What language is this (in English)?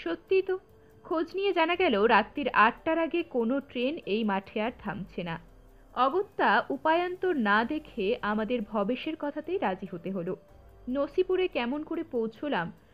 Bangla